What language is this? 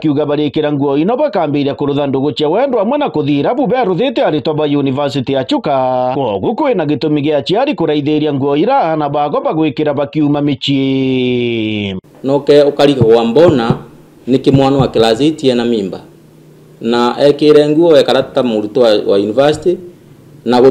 Meru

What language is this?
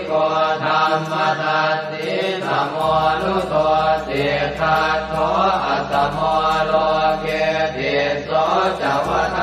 Pali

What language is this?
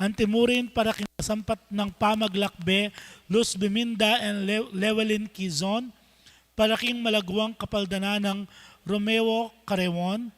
Pampanga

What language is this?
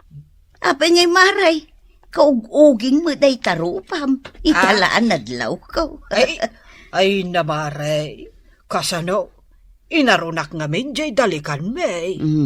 Iloko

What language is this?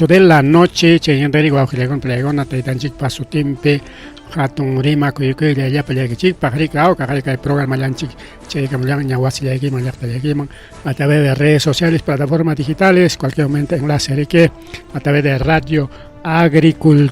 Ayacucho Quechua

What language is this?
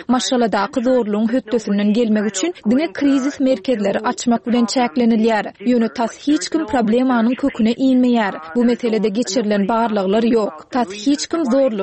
Turkmen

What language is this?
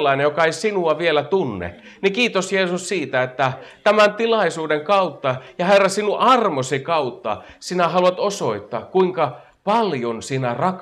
Finnish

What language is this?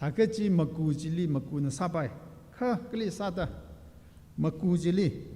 Tangkhul Naga (India)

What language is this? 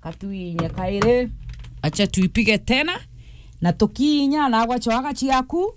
Meru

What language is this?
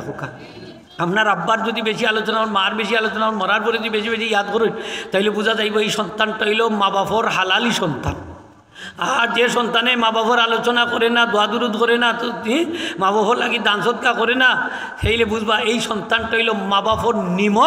Sylheti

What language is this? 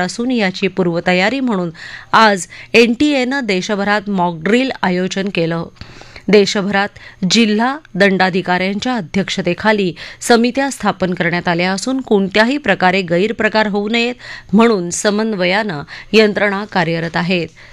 Marathi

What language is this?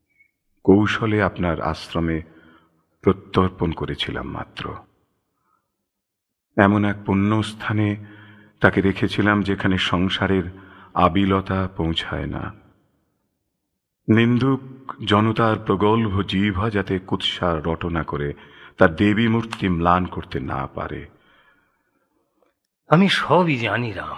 Bangla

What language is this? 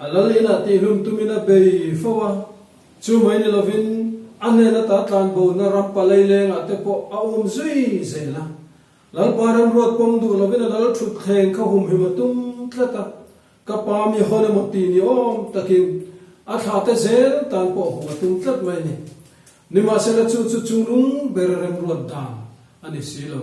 Mizo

